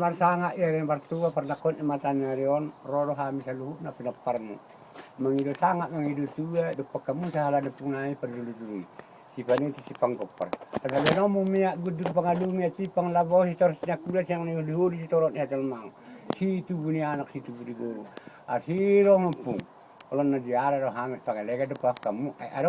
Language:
Batak Toba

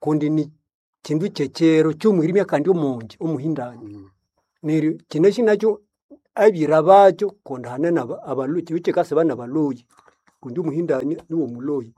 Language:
Nande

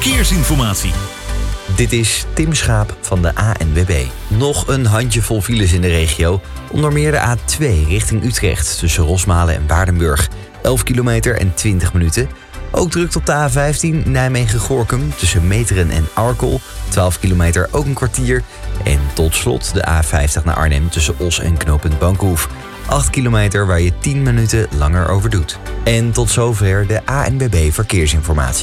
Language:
Dutch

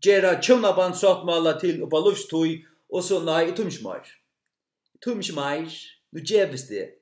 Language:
Faroese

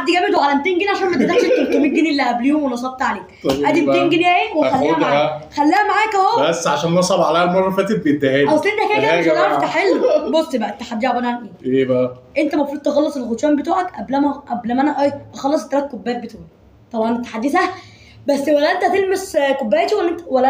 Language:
Egyptian Arabic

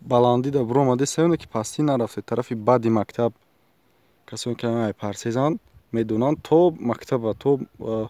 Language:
Tajik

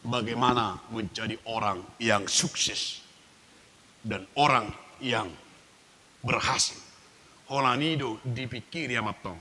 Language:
Batak Toba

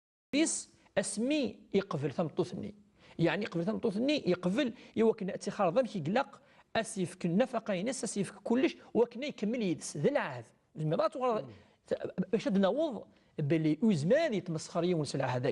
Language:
Kabyle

